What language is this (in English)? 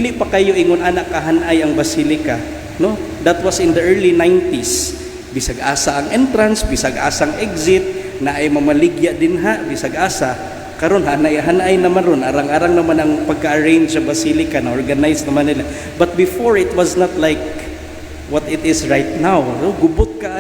Cebuano